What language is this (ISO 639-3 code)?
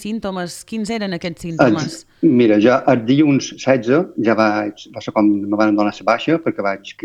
cat